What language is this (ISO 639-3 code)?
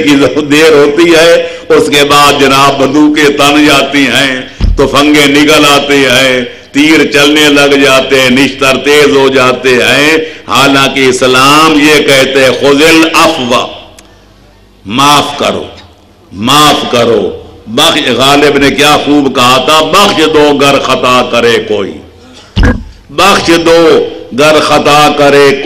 urd